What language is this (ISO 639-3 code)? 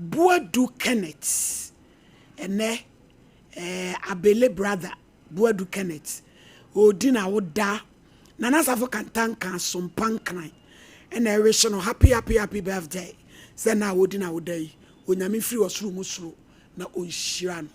aka